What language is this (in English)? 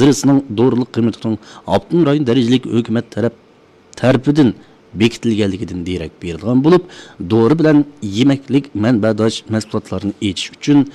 Uyghur